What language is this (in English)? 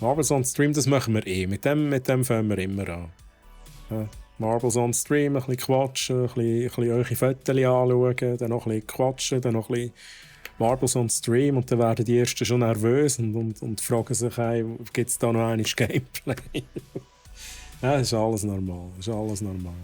Swiss German